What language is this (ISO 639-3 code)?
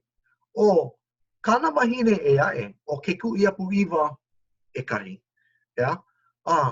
haw